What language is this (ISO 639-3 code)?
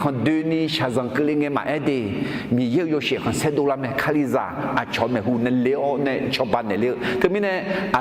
ahk